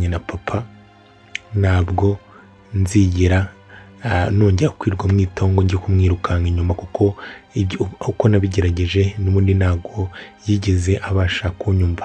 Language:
Kinyarwanda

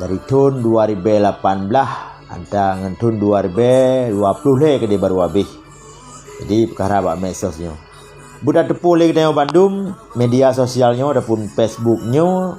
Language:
Achinese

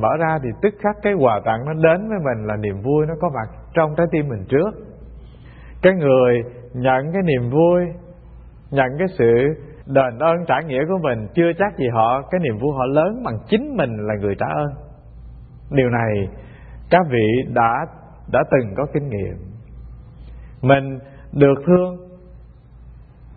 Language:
Vietnamese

